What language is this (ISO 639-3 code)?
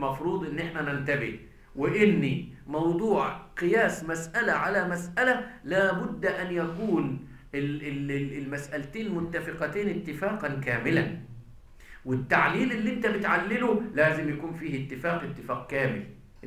arz